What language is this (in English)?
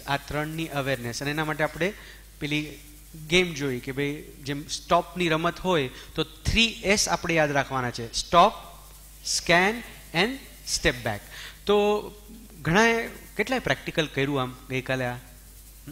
Gujarati